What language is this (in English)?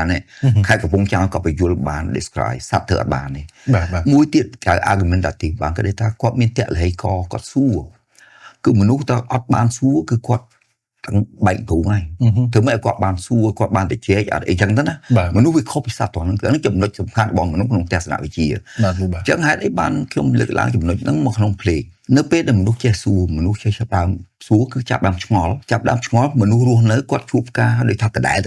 Khmer